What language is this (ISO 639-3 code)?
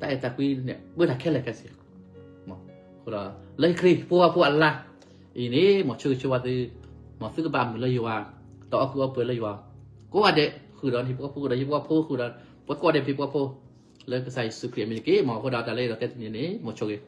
ksw